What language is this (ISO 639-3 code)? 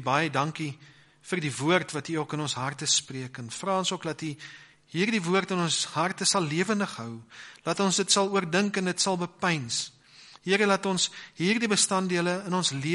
afr